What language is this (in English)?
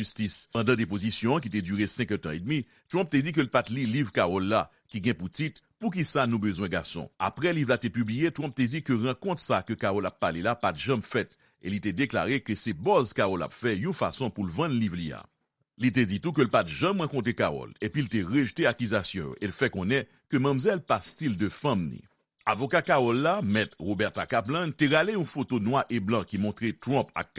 Haitian Creole